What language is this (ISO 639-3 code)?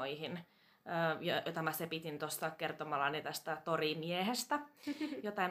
fin